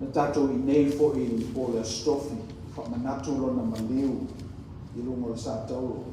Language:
Samoan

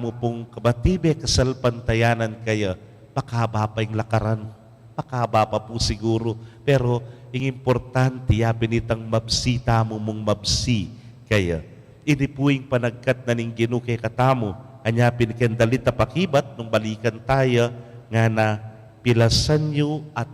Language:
Pampanga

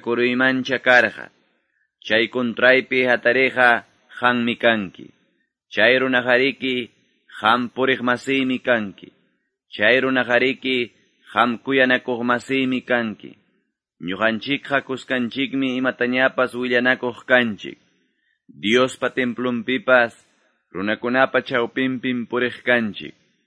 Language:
Quechua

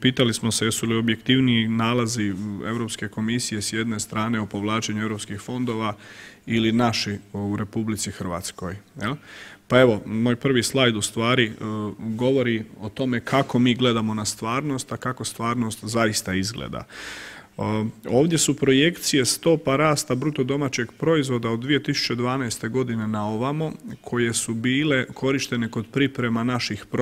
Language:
Croatian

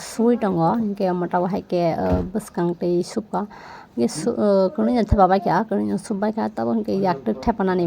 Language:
Kok Borok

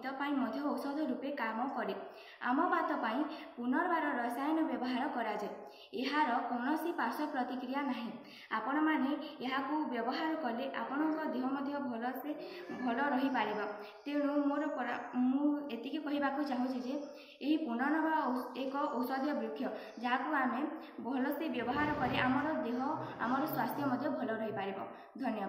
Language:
Odia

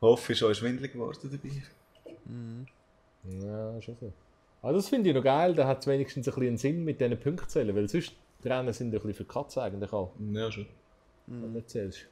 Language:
Swiss German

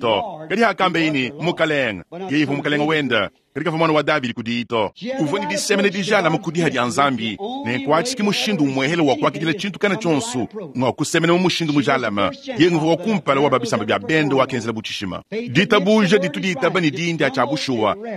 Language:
Luba-Lulua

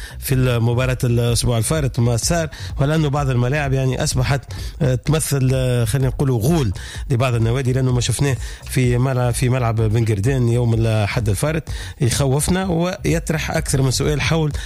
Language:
Tunisian Arabic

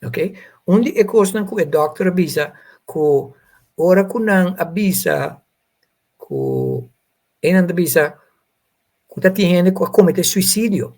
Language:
Papiamento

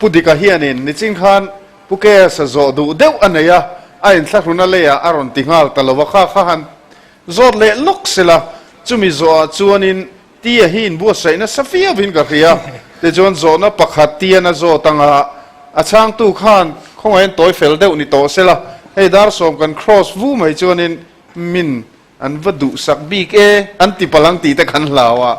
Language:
Mizo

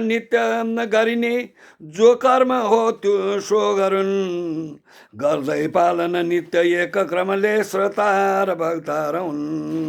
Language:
Nepali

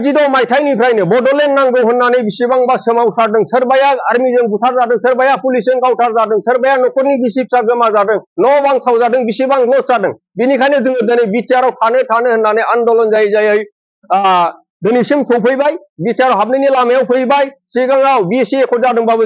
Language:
Bodo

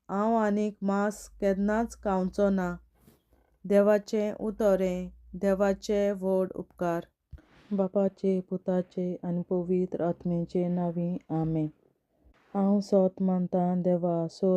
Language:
Konkani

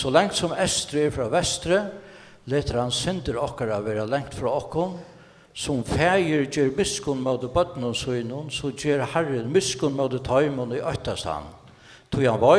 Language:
Faroese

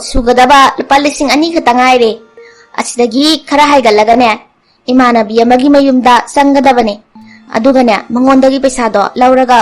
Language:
Manipuri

